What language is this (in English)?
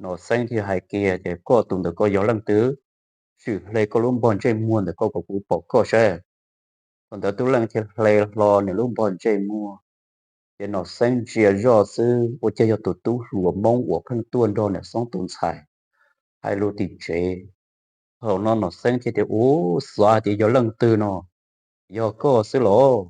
Hmong